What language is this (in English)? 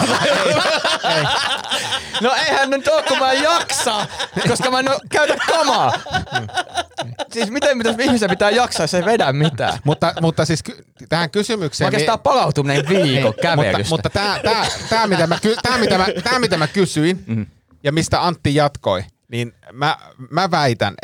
Finnish